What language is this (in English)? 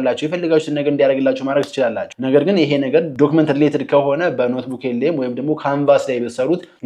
Amharic